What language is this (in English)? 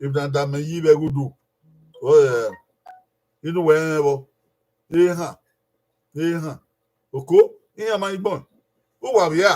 Bini